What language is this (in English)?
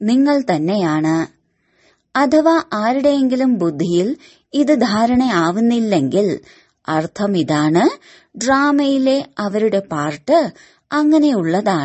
Malayalam